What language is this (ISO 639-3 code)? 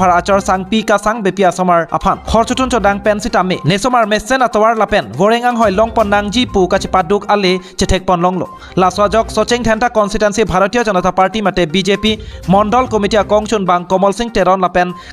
mjw